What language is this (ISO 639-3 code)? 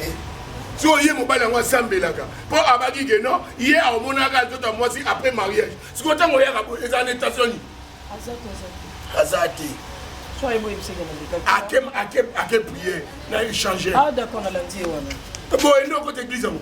lin